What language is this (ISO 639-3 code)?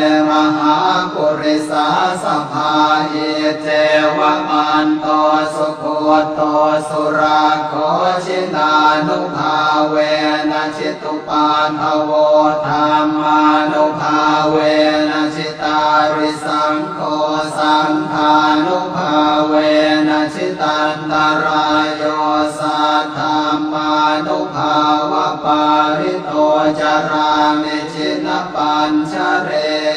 pli